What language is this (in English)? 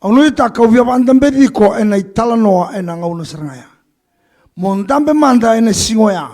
Fijian